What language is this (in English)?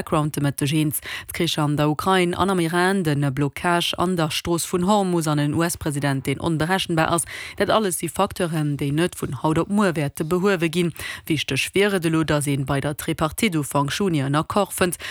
Luxembourgish